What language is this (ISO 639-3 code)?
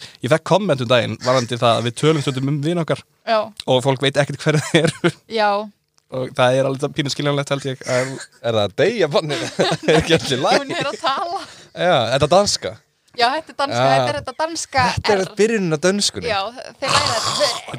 isl